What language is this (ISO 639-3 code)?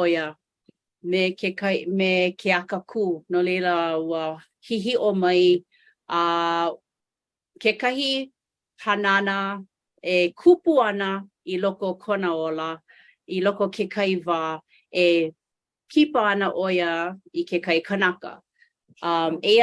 haw